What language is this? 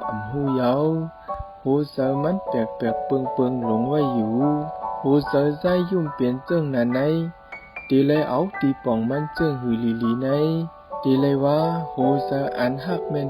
Shan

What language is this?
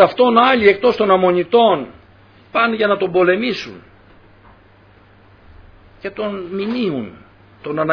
Greek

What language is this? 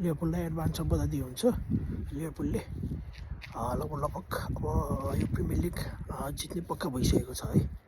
Nepali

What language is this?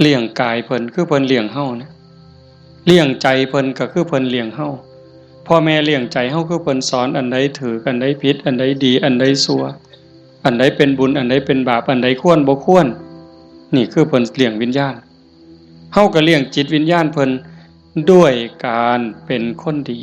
Northeastern Thai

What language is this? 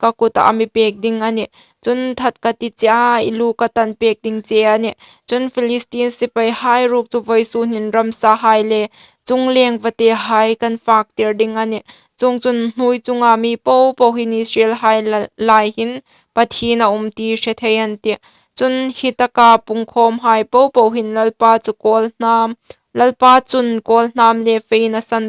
Hmar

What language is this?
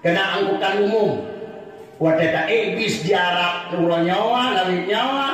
Achinese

